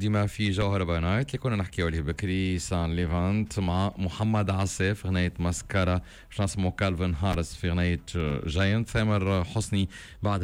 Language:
Tunisian Arabic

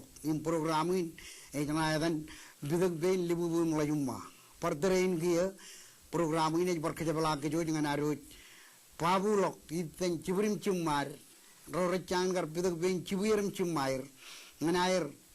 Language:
Marshallese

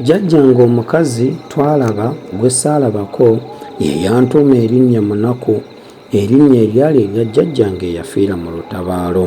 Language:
Ganda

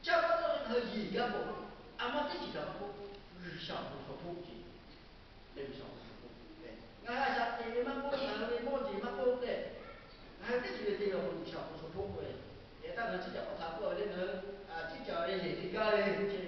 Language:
Lahu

